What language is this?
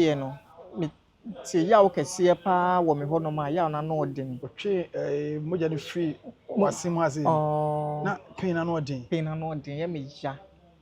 Akan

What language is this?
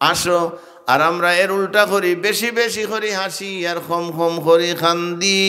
Sylheti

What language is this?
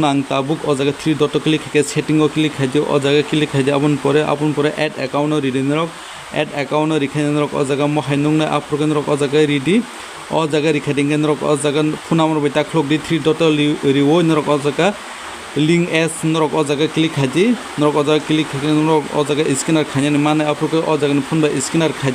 Kok Borok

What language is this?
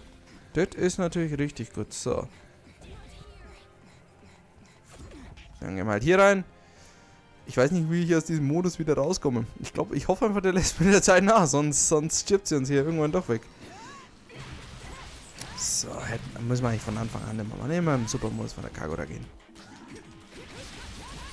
German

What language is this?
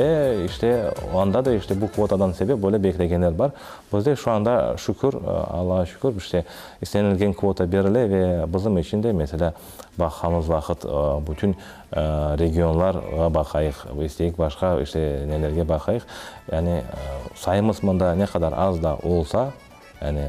Crimean Tatar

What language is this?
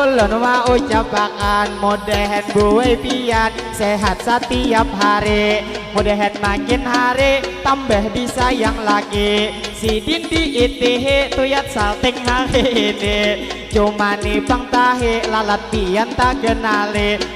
Banjar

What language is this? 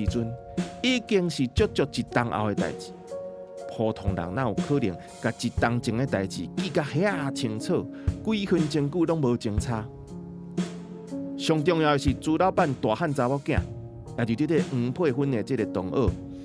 Min Nan Chinese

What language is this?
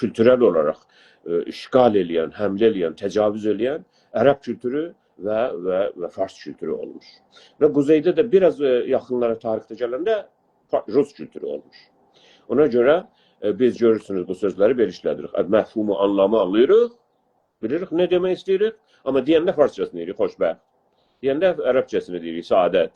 South Azerbaijani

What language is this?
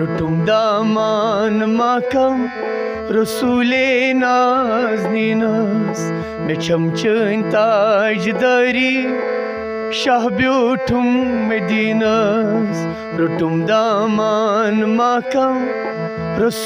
Kashmiri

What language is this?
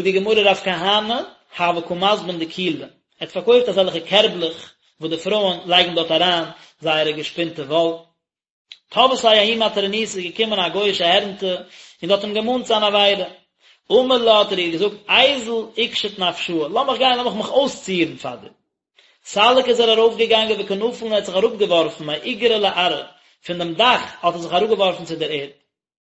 Yiddish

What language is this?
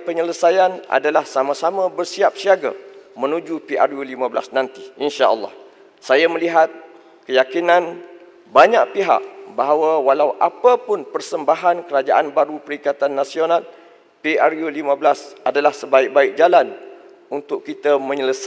Malay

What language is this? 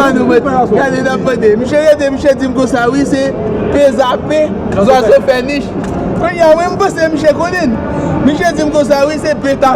Haitian Creole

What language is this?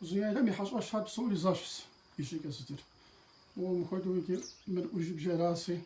Kabardian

